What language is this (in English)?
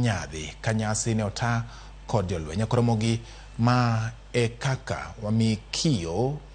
Luo (Kenya and Tanzania)